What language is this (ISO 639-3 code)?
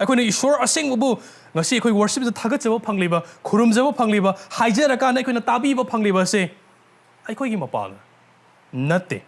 mni